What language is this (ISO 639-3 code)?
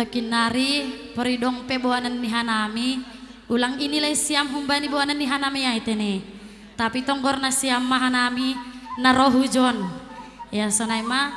bts